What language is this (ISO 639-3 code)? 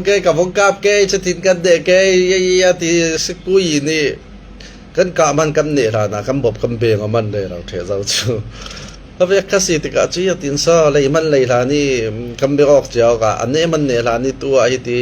cfm